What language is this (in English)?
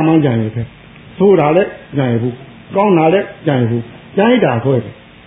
Burmese